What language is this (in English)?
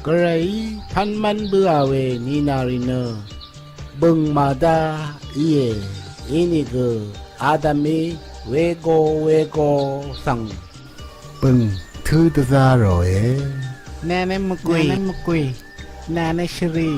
Rawang